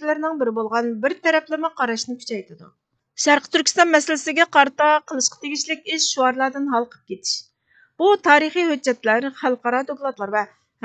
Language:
Uyghur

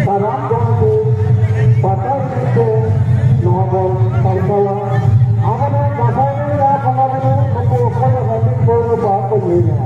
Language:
Santali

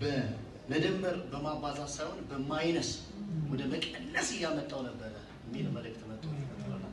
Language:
Amharic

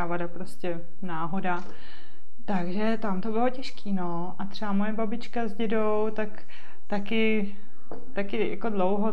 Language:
Czech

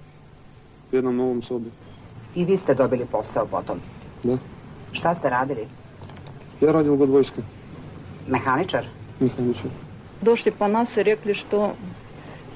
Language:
Serbian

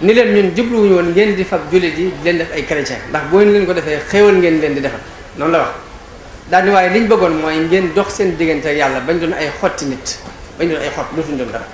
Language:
Wolof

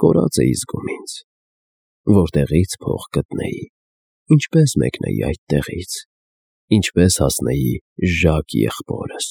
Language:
Armenian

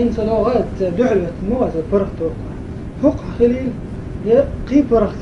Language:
Chechen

